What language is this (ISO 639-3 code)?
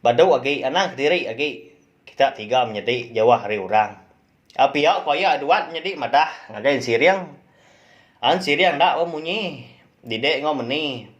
iba